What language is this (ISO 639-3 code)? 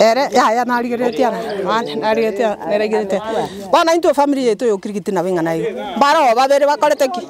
guz